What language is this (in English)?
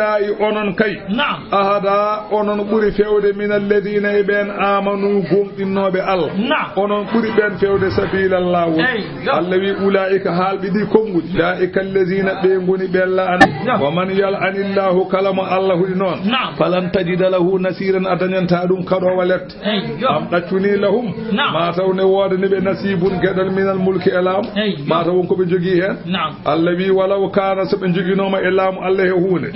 Fula